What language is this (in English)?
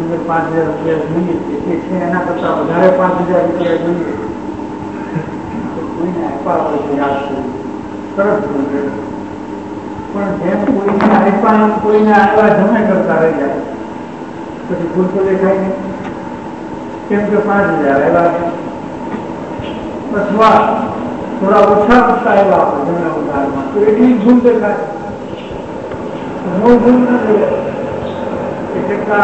Gujarati